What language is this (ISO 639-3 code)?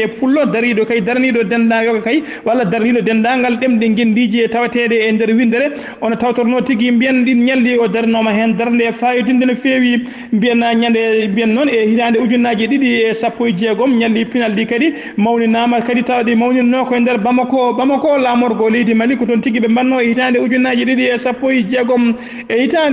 ful